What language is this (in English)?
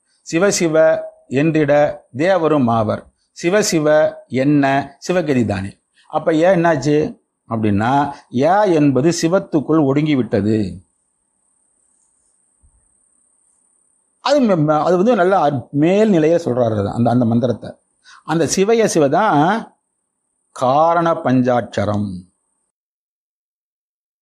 Tamil